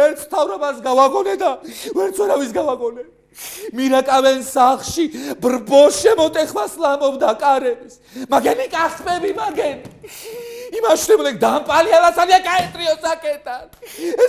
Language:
Georgian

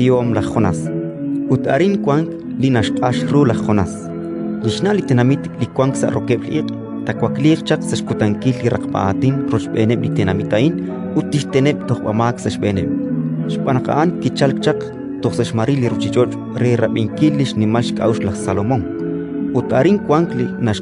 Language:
Kekchí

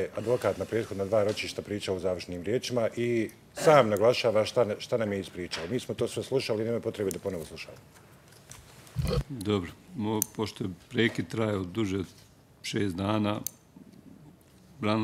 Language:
Bosnian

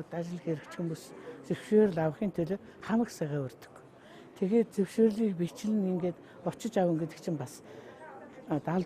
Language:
Mongolian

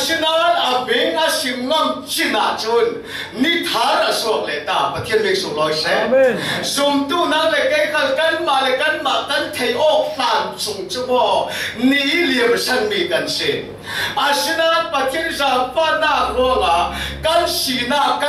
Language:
Falam Chin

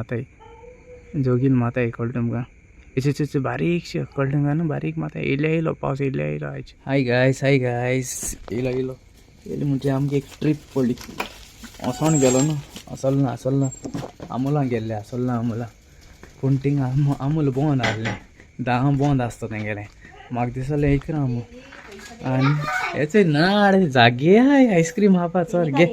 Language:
Konkani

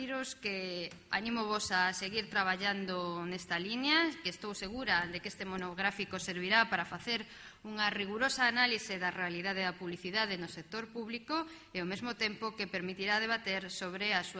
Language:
Galician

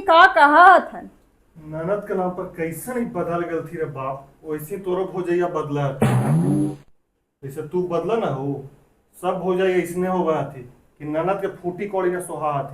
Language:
Magahi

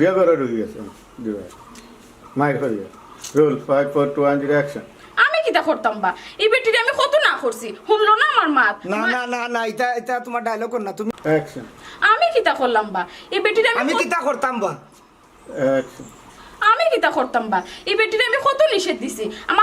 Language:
Sylheti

